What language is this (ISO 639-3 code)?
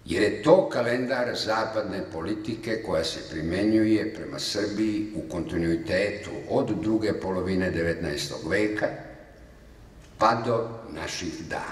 srp